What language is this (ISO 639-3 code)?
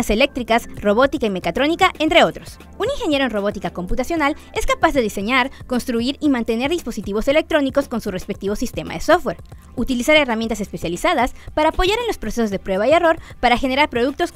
spa